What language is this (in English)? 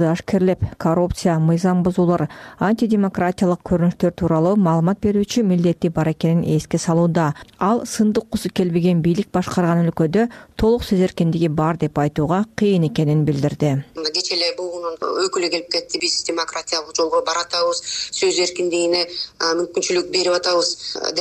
Kyrgyz